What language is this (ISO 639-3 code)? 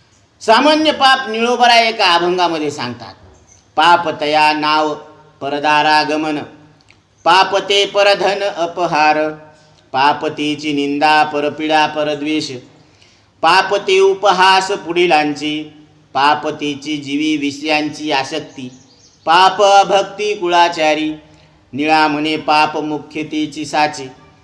mar